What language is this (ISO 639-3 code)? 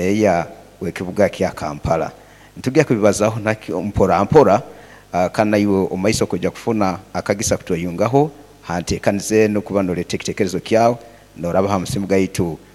nyo